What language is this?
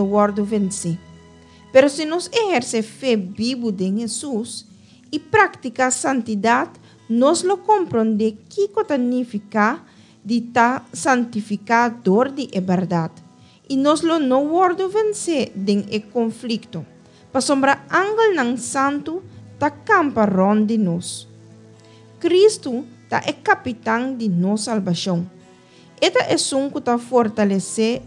Papiamento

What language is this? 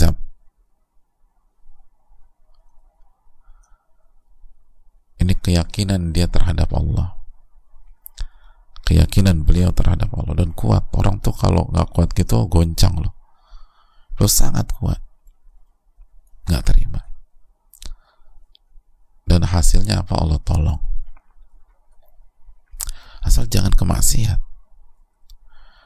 Indonesian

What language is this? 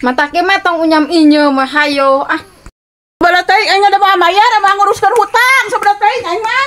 Sundanese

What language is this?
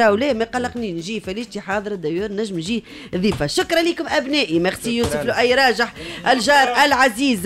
Tunisian Arabic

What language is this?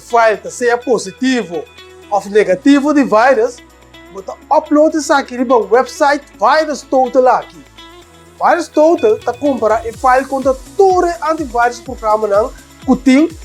Papiamento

